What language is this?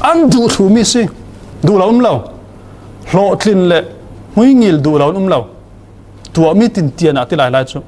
Falam Chin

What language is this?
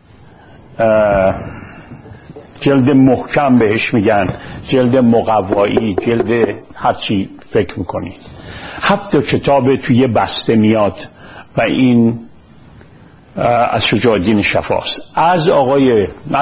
Persian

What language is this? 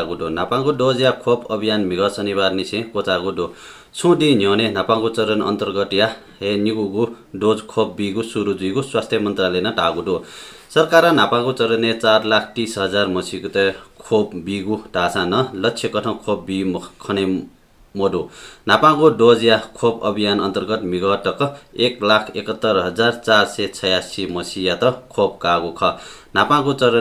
Newari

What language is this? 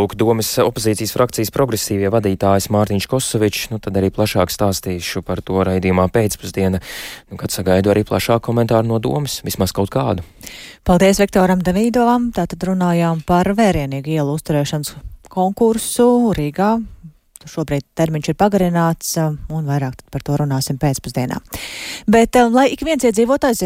Latvian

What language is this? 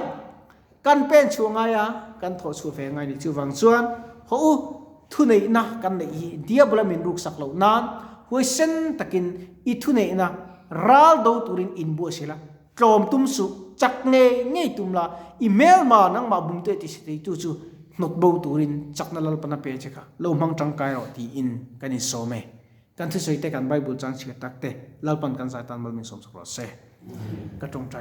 Mizo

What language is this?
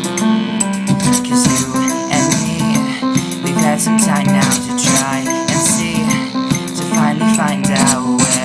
English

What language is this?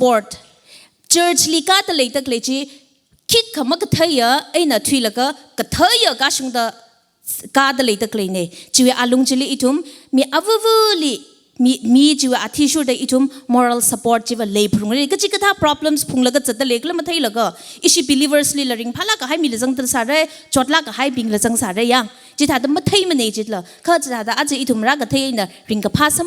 Tangkhul Naga (India)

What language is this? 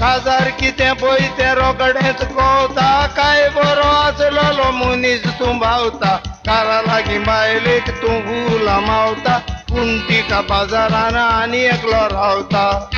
Konkani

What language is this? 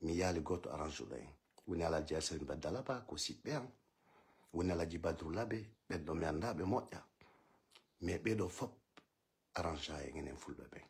Fula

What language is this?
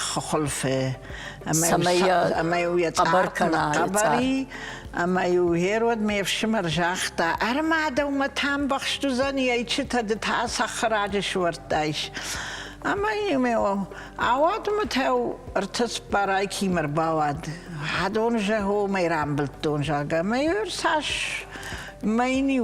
Ossetic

